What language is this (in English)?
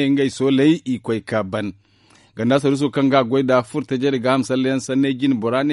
Zarma